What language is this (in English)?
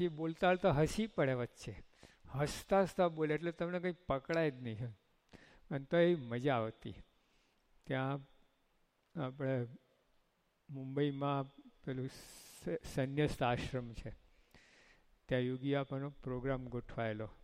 Gujarati